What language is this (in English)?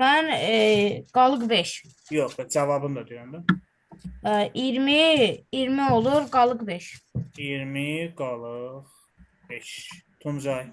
Azerbaijani